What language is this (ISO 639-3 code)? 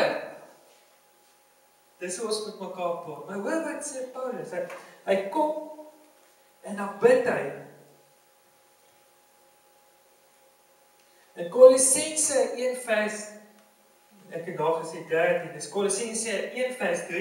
afr